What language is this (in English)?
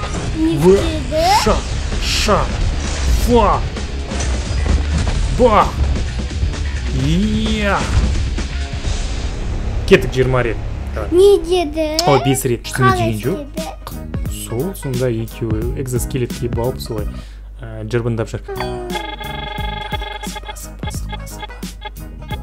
Kazakh